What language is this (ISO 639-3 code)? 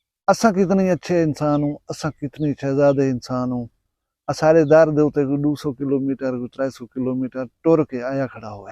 skr